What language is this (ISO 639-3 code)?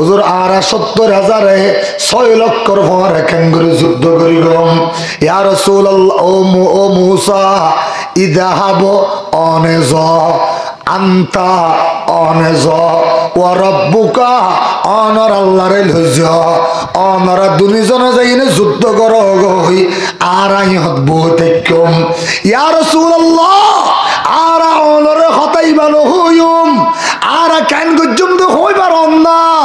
rhg